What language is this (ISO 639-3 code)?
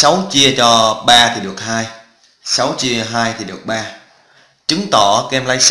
vie